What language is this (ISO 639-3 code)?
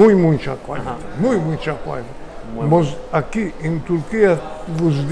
lad